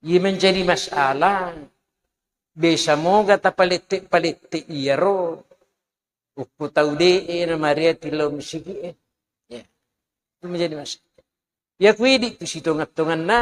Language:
Buginese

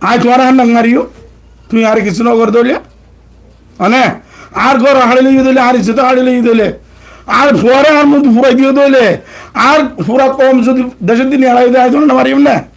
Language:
Rohingya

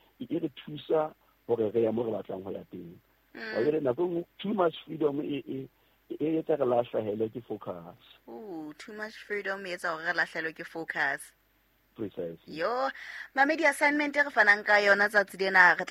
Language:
Southern Sotho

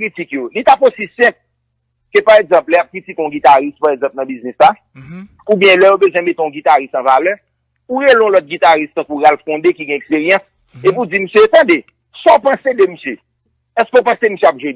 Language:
Haitian Creole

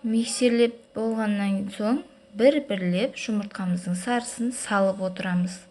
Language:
Kazakh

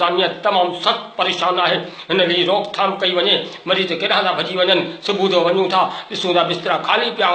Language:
Sindhi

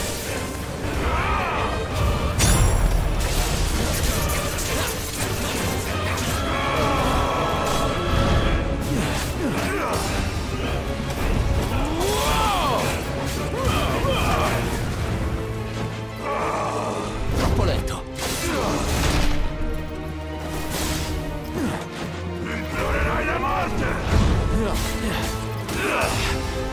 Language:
Italian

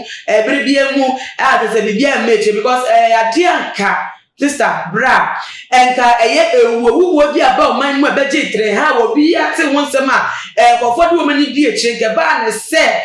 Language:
Akan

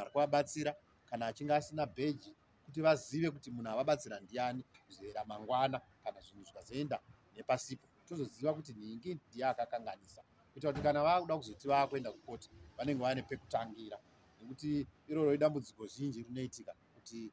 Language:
Shona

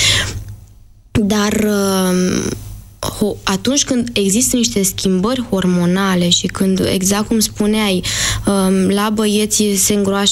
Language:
Romanian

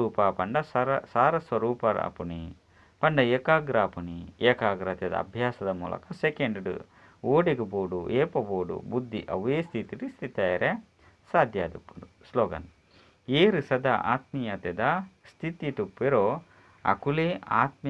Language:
Tulu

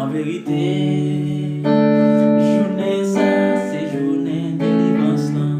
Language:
Haitian Creole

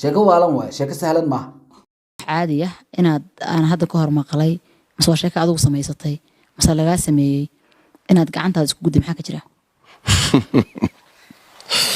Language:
Somali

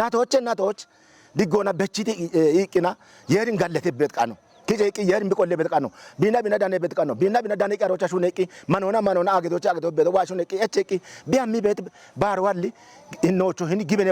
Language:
Kafa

